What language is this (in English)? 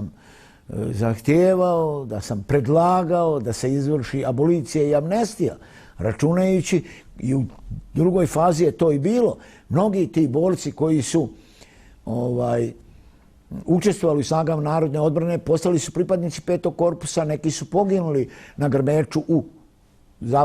Bosnian